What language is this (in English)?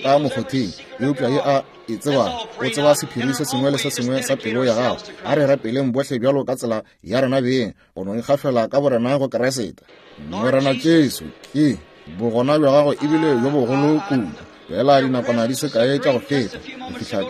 Northern Sotho